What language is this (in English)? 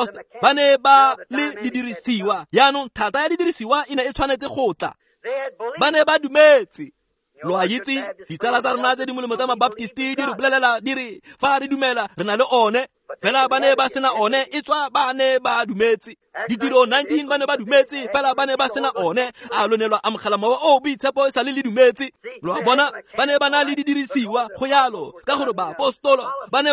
Tswana